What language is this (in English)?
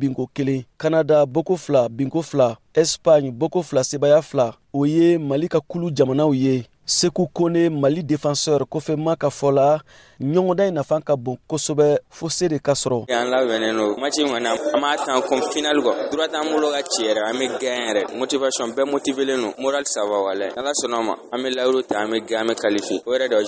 Bambara